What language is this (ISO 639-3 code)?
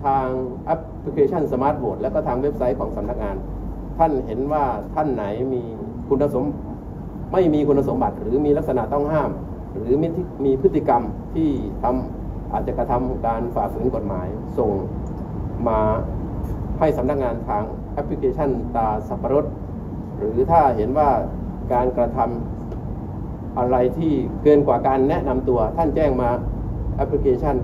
tha